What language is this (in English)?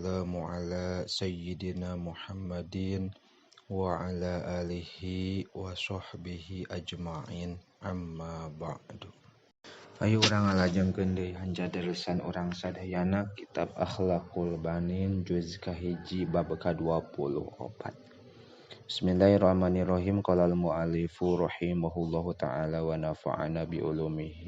Sundanese